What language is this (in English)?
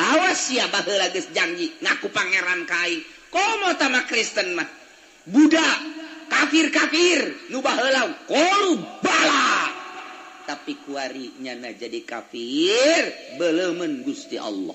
Sundanese